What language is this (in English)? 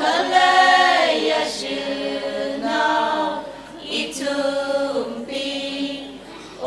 Tangkhul Naga (India)